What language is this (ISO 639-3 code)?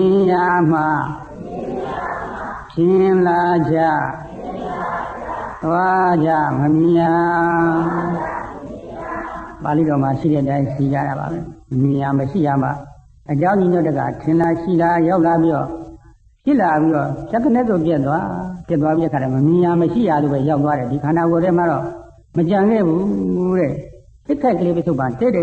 mya